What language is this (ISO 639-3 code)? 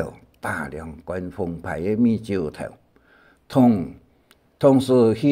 hak